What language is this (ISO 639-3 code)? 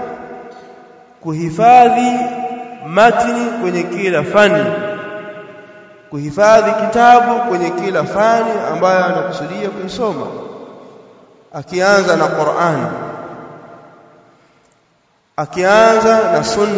swa